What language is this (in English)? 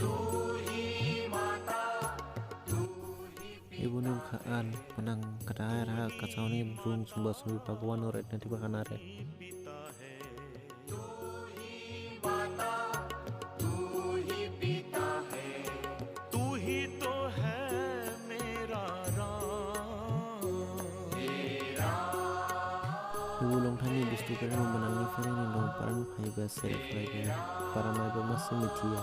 Dimasa